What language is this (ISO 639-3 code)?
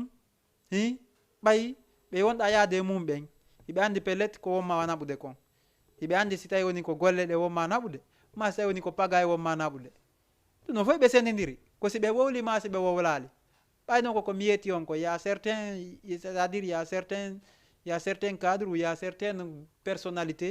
ful